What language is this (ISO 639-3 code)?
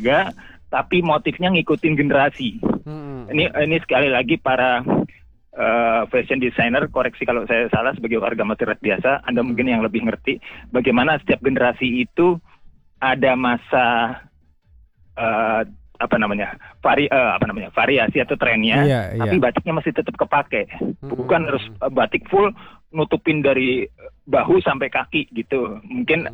ind